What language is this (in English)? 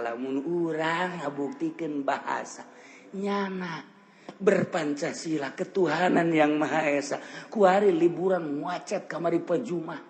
Sundanese